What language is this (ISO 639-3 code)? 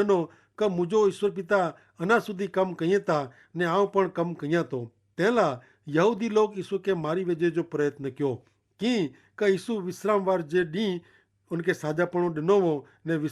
kfr